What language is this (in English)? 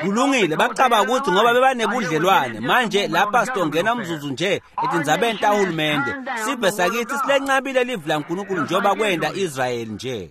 Swati